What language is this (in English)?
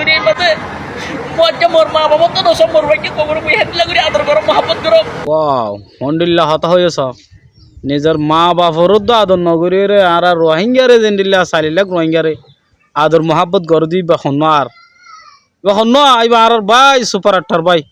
Rohingya